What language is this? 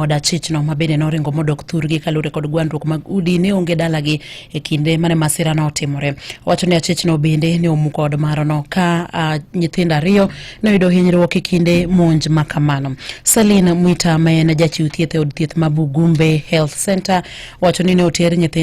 Luo (Kenya and Tanzania)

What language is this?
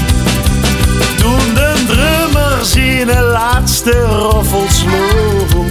Dutch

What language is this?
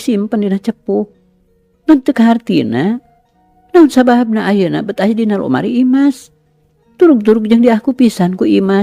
Sundanese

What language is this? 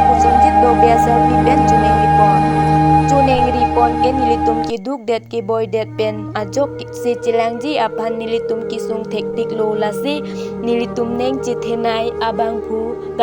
Karbi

